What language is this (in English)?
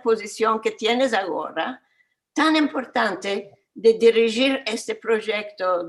Ladino